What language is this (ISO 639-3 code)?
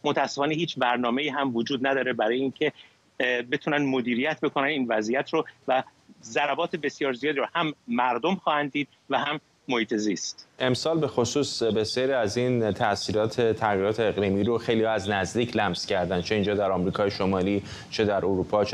fas